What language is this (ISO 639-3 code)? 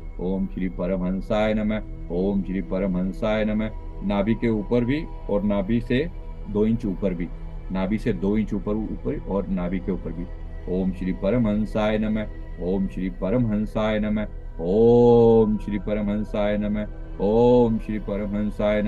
hin